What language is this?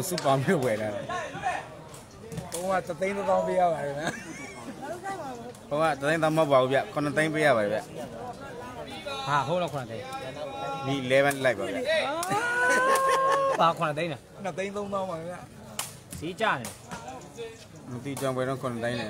Burmese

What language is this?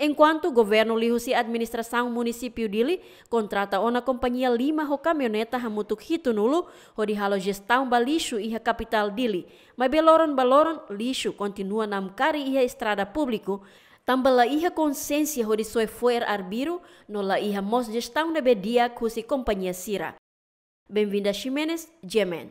Tetum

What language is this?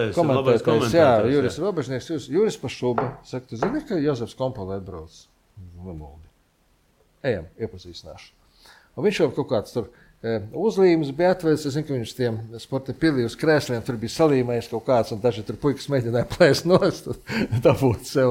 Latvian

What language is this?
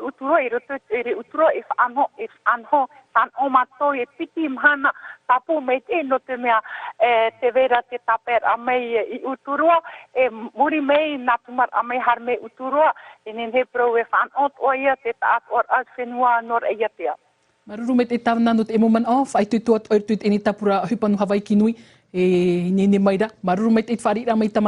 Tahitian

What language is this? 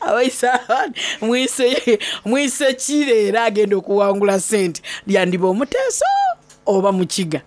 Soga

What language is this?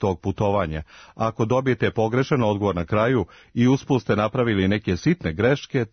Serbian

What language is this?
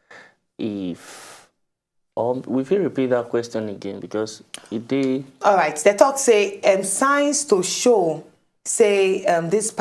Nigerian Pidgin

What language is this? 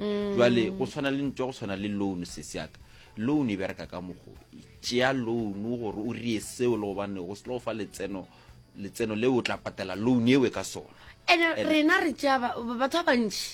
Northern Sotho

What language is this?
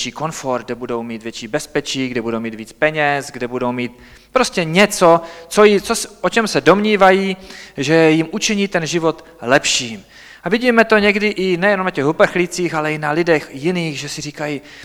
Czech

